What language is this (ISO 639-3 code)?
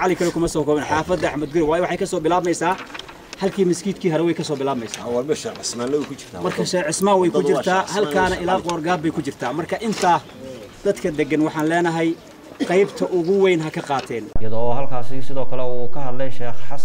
som